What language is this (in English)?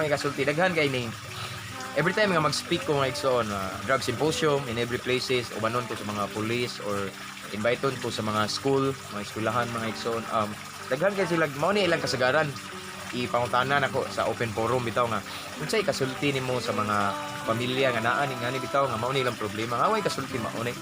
Cebuano